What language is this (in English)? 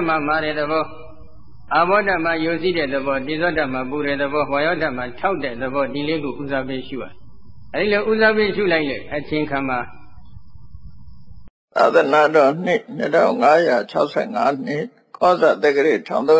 Burmese